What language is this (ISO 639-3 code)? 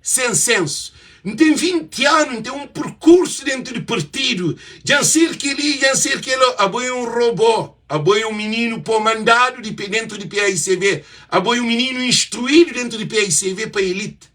kea